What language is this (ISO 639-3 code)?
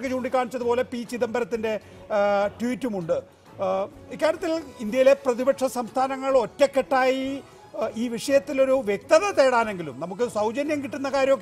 mal